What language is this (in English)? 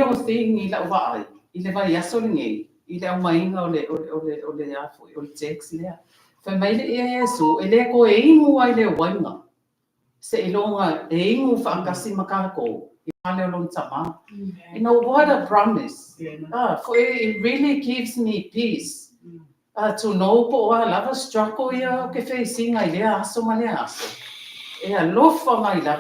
Samoan